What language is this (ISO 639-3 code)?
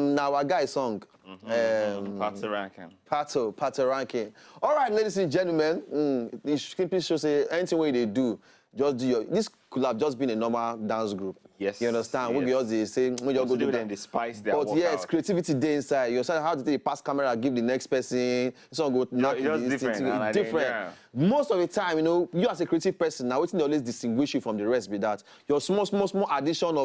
pcm